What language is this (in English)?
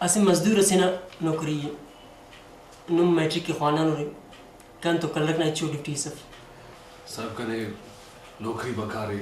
Brahui